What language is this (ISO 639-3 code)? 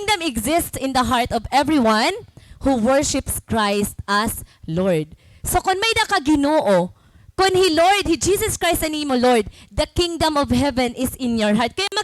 war